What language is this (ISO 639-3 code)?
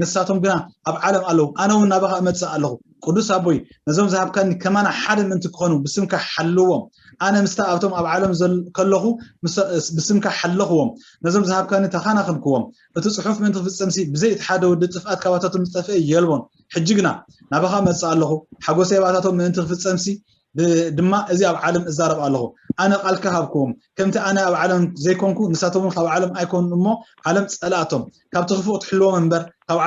tir